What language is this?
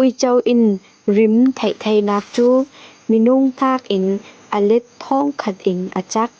Falam Chin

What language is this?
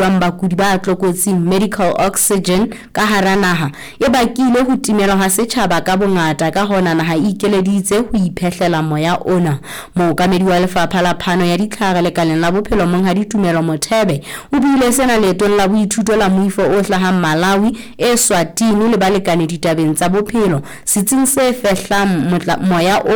Southern Sotho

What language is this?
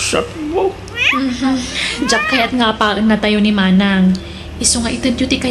Iloko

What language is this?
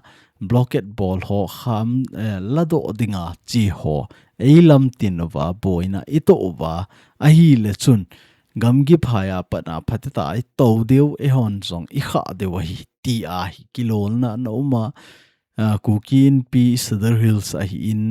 Thado Chin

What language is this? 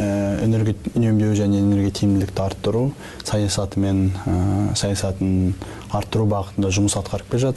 Kazakh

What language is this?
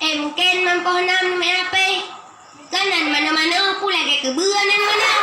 Achinese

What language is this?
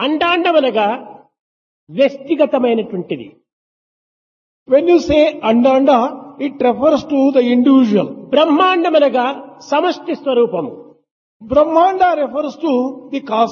Telugu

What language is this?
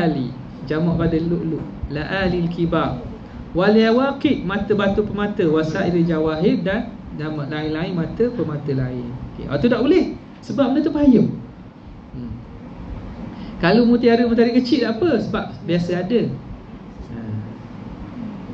Malay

